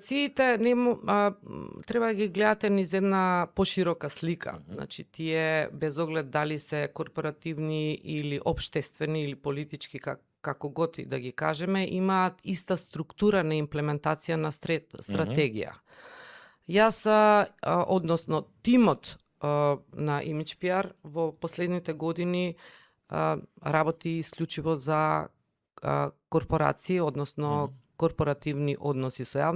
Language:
Macedonian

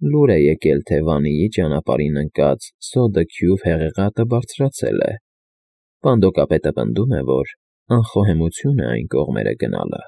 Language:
Armenian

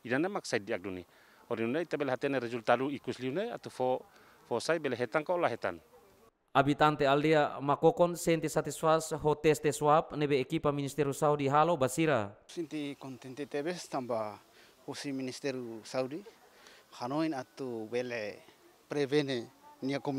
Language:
Tetum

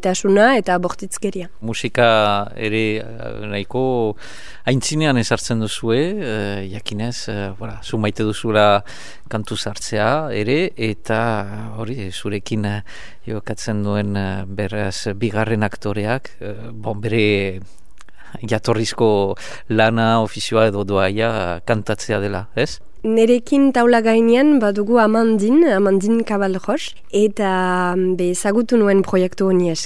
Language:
Basque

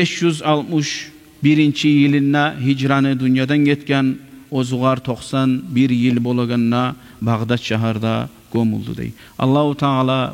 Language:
Kumyk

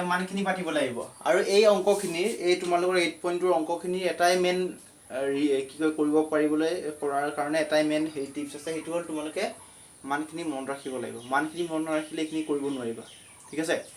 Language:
Assamese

